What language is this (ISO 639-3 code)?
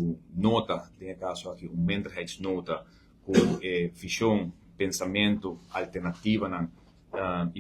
pap